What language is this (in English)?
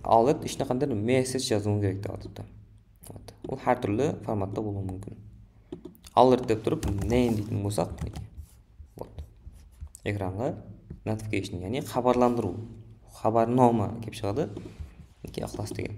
Kara-Kalpak